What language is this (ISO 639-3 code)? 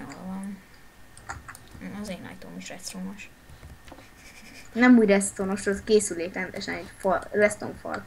hun